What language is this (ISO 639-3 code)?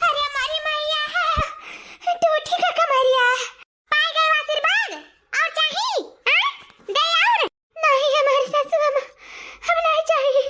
awa